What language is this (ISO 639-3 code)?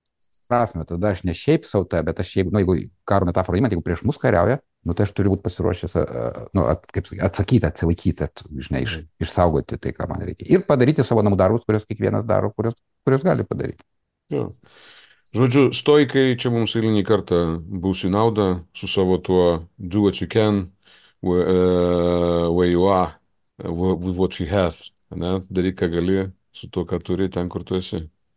lit